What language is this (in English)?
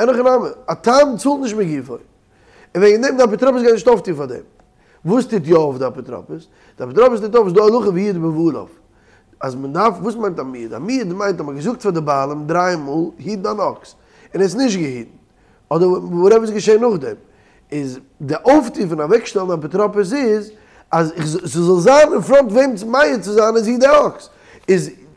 Yiddish